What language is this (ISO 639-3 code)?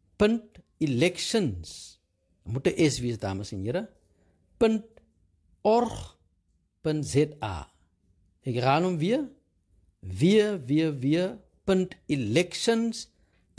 afr